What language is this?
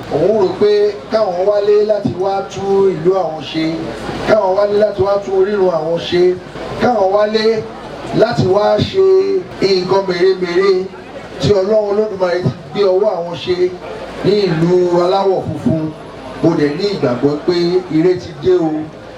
Yoruba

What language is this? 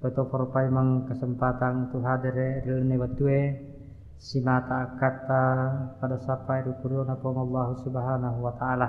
Buginese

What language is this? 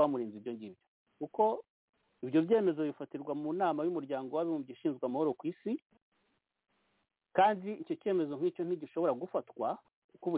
Kinyarwanda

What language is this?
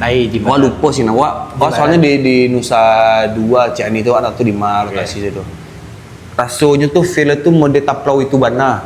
Minangkabau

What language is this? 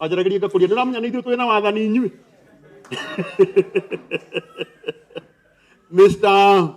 Kikuyu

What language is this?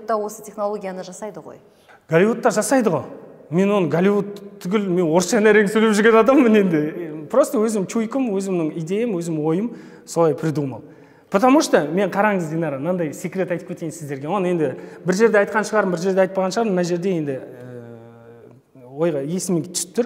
Kazakh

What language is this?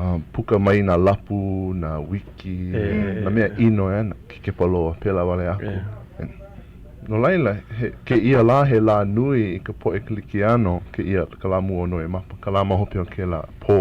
Hawaiian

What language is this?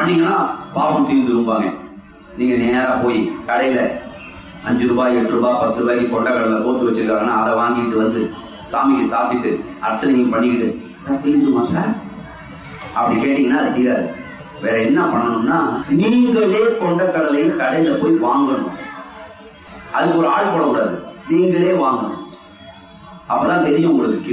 Tamil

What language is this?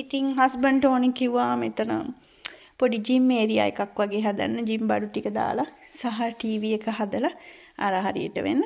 Sinhala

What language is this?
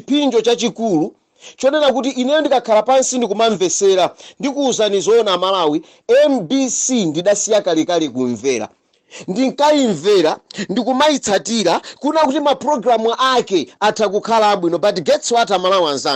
Nyanja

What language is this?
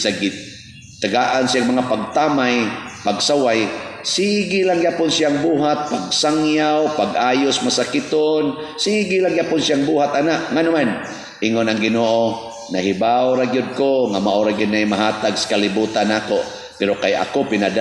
Cebuano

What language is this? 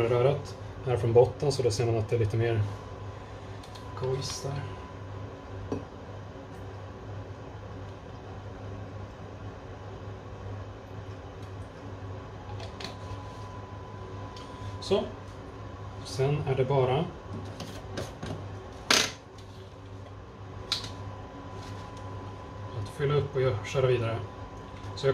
Swedish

